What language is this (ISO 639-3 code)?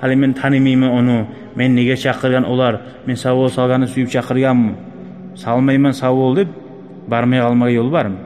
kum